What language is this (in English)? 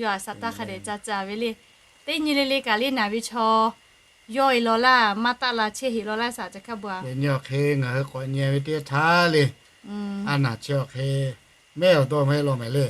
Lahu